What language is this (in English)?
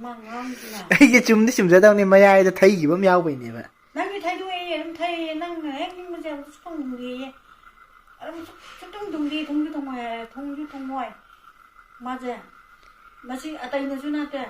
Manipuri